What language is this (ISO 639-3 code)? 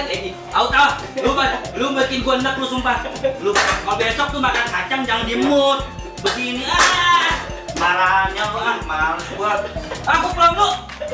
bew